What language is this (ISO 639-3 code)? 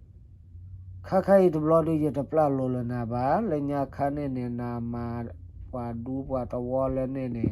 ksw